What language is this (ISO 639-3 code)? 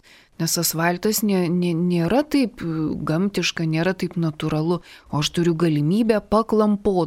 lit